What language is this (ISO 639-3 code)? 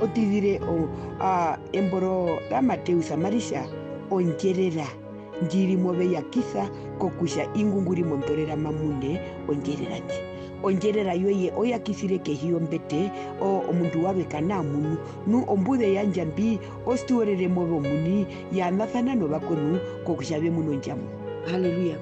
her